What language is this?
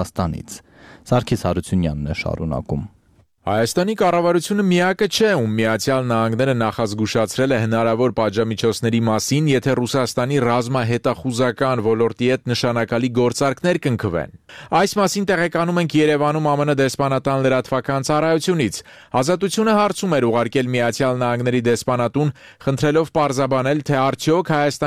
Armenian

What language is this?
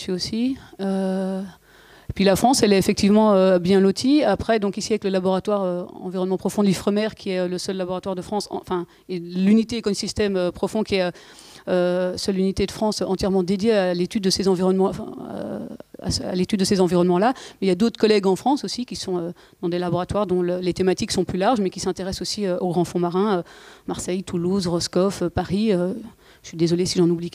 French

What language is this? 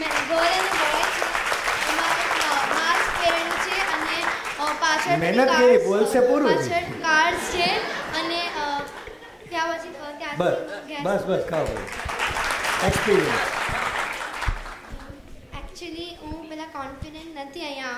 Gujarati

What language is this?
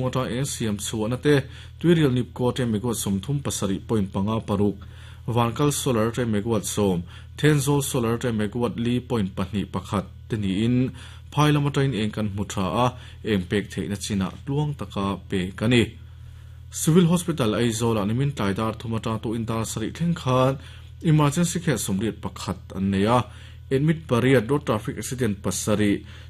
Mizo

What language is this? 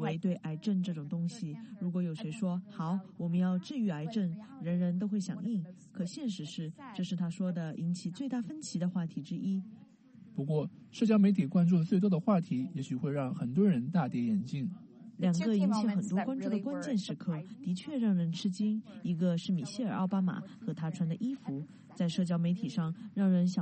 Chinese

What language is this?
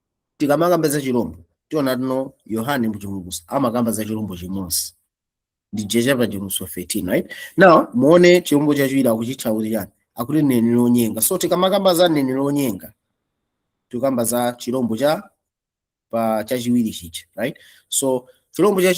Nyanja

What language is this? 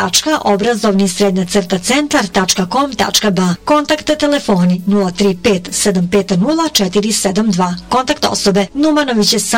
Bosnian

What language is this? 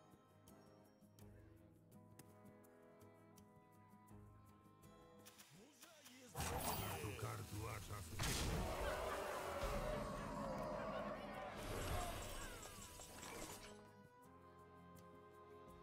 Polish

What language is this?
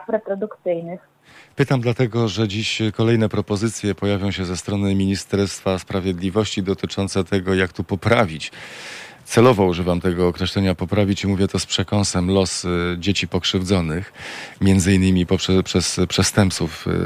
Polish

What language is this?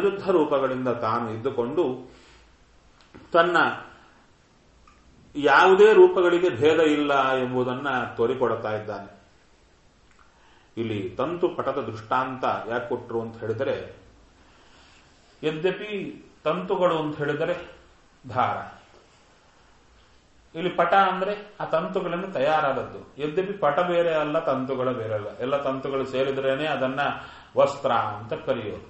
Kannada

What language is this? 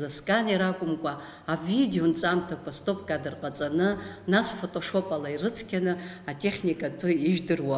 Abkhazian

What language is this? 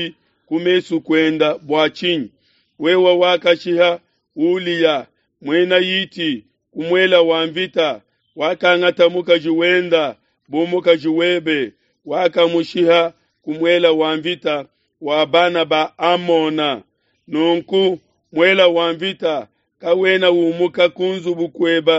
Luba-Lulua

